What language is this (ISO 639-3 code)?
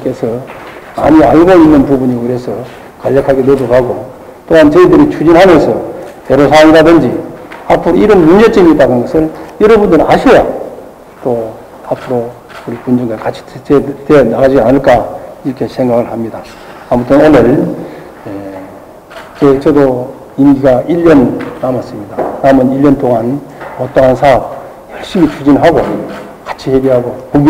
kor